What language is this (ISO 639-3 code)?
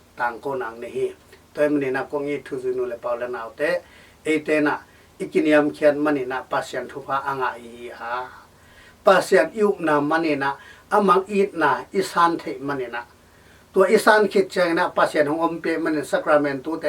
ctd